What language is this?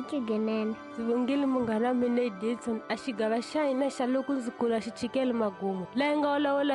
Tsonga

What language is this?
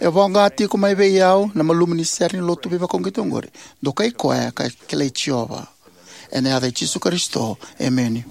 Fijian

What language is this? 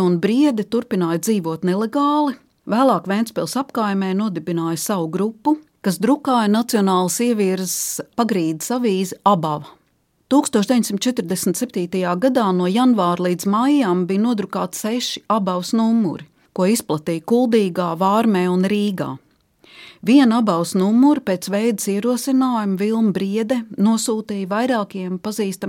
Latvian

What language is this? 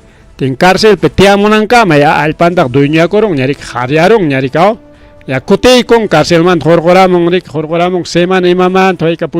Ayacucho Quechua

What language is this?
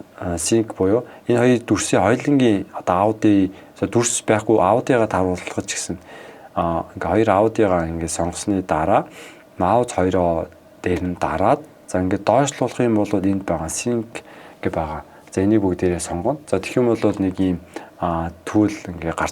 Mongolian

